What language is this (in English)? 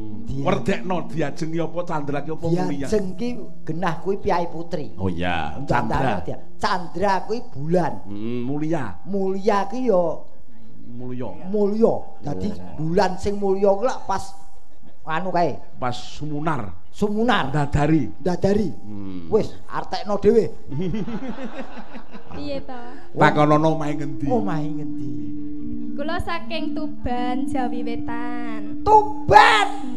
Javanese